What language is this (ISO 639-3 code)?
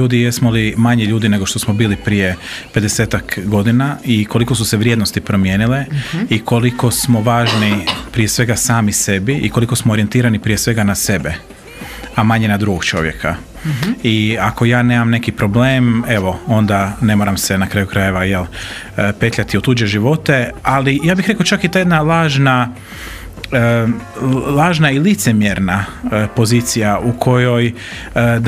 hrv